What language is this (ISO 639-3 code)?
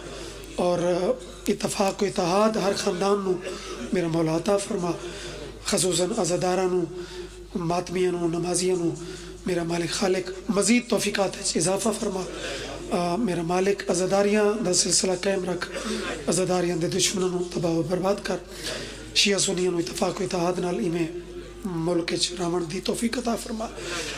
phr